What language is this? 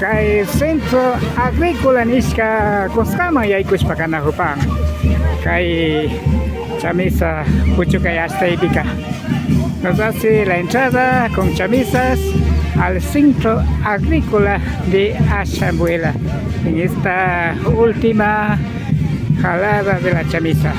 Imbabura Highland Quichua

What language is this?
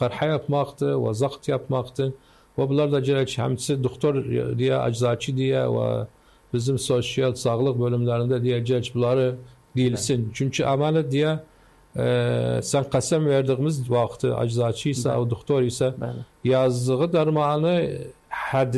Turkish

